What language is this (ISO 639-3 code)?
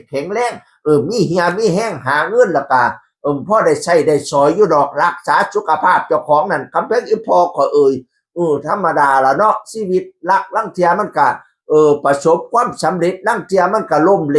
tts